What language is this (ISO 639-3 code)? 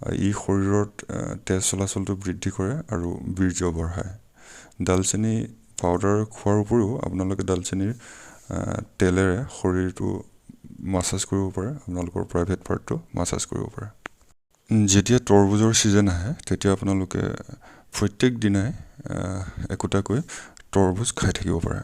asm